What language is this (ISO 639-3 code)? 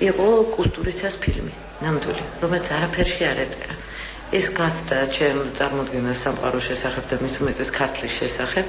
kat